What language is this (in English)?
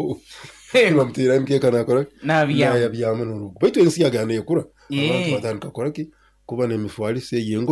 Nyankole